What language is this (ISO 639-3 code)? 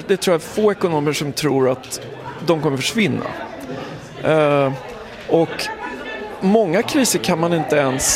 swe